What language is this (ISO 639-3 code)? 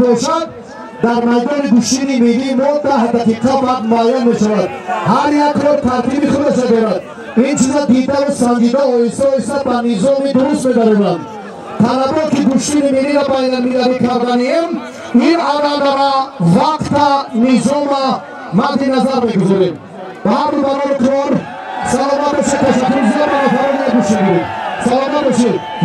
tgk